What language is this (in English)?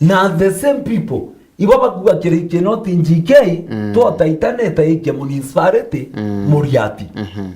Meru